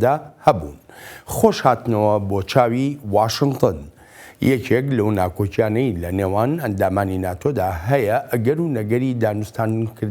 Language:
Central Kurdish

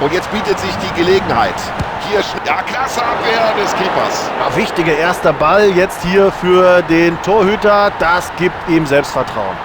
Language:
Bavarian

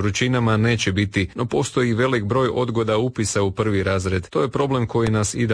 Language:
Croatian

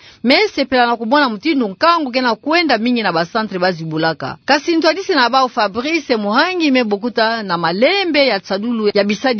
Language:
Kituba (Democratic Republic of Congo)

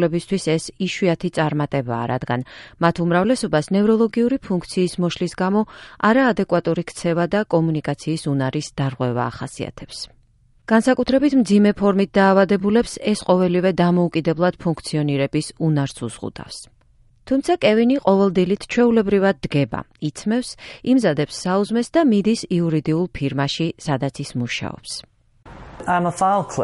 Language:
Georgian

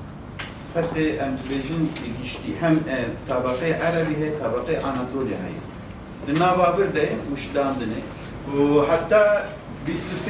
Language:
Kurdish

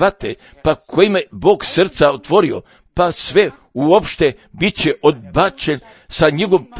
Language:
Croatian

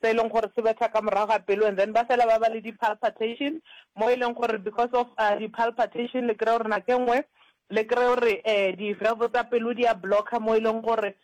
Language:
Northern Sotho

